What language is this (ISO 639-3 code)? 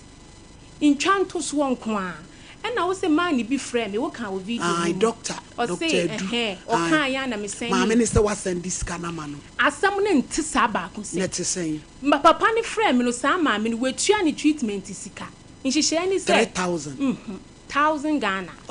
aka